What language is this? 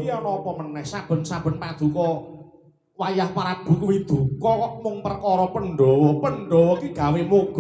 Javanese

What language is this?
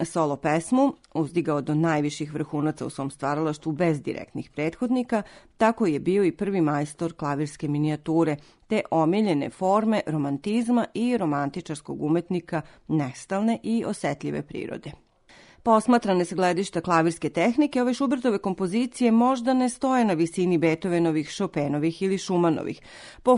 Serbian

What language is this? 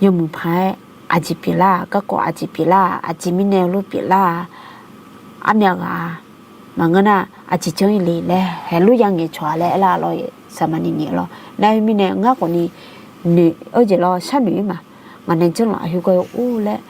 Akha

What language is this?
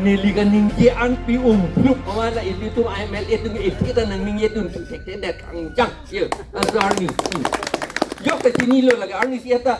Karbi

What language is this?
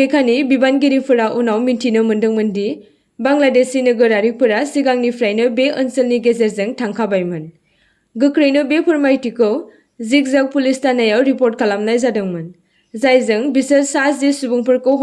Bodo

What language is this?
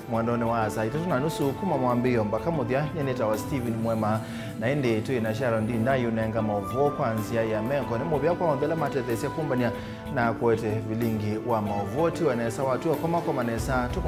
Kamba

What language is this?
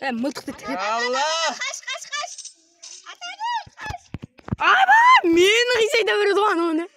Kara-Kalpak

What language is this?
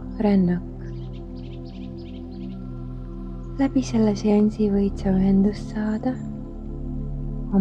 Estonian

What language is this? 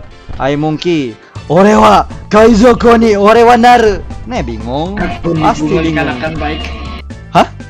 Banjar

